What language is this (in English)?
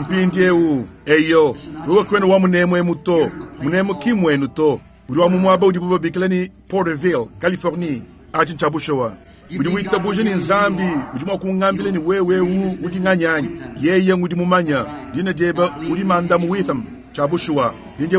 Luba-Lulua